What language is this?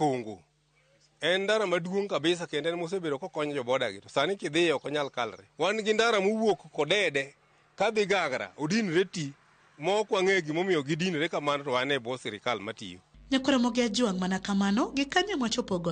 Luo (Kenya and Tanzania)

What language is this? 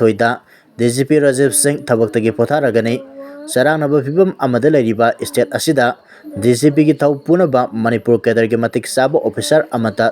Manipuri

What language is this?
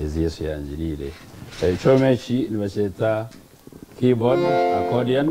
Nyankole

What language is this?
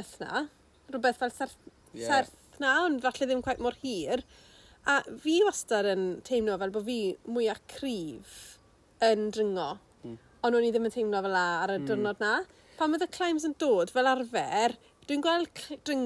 Welsh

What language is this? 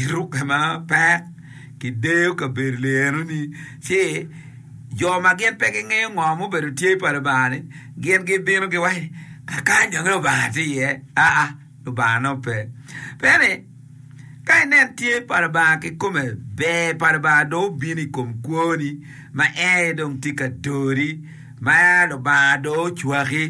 Acoli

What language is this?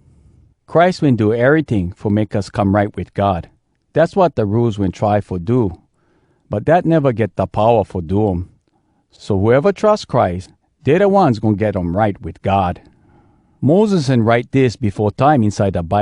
Hawai'i Creole English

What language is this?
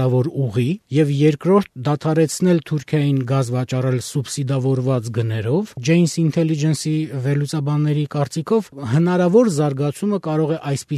Armenian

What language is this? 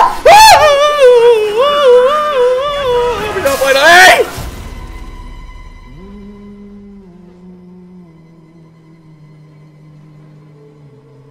Finnish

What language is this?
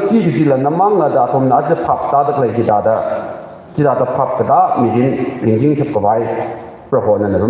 Tangkhul Naga (India)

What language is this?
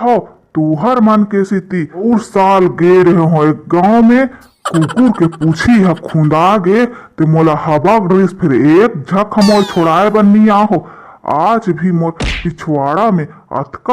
Chhattisgarhi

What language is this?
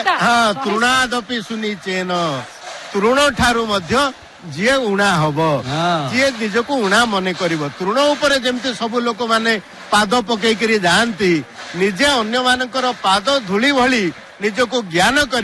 Odia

